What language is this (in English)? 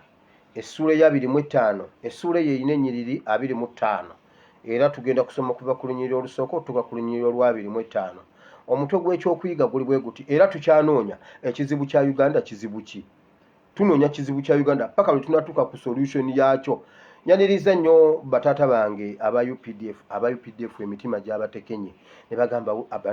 Ganda